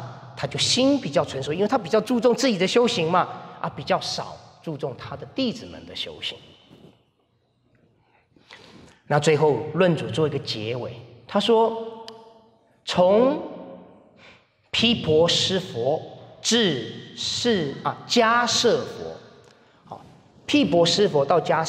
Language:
Chinese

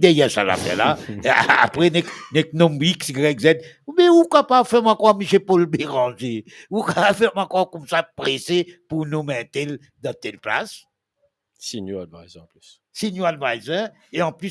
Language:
Morisyen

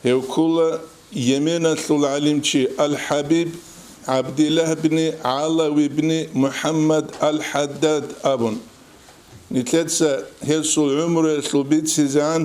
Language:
Avaric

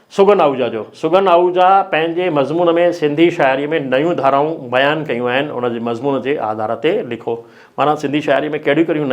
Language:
Sindhi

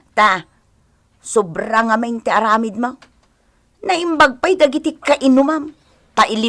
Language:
Iloko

